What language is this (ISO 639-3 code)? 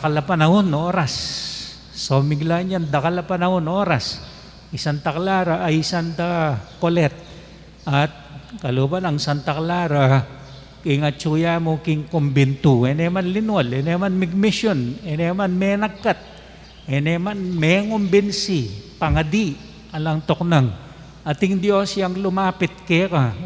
pam